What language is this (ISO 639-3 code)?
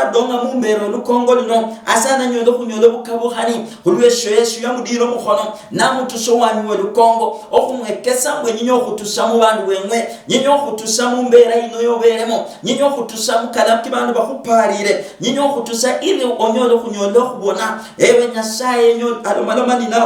luy